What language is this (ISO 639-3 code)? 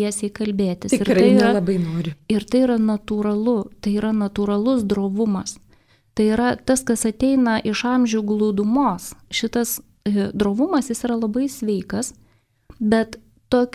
lit